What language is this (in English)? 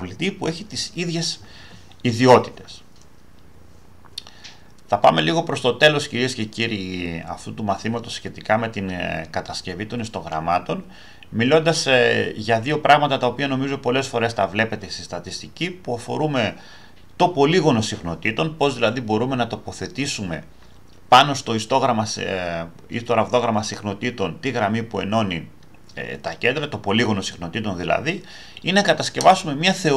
Greek